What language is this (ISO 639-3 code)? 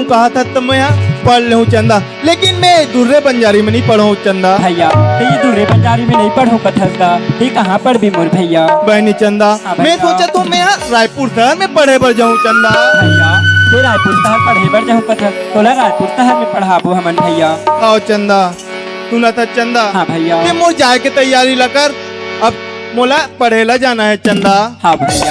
hne